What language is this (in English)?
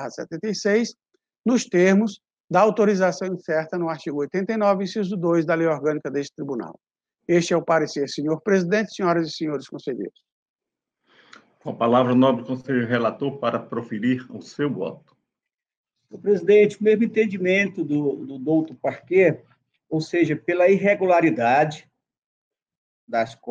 Portuguese